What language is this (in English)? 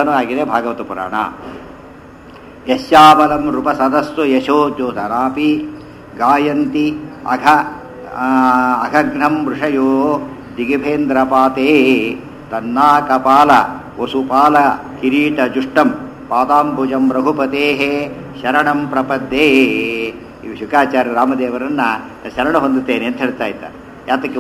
Kannada